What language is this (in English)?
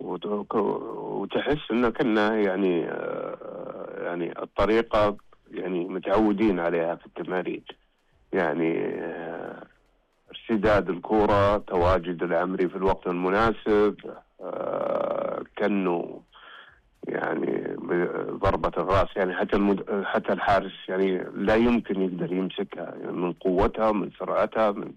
Najdi Arabic